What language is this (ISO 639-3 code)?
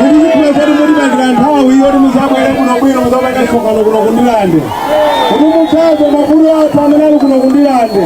nya